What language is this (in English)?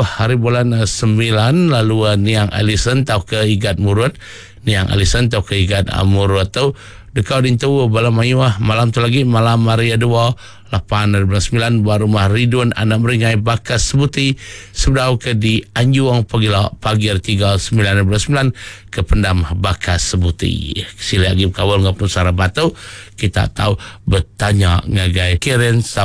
Iban